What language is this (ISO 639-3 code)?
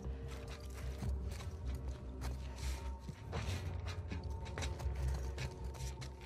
eng